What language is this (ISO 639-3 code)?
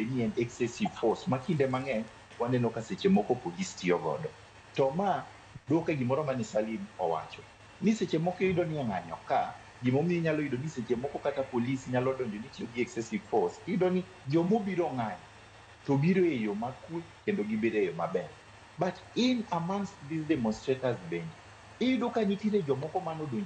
luo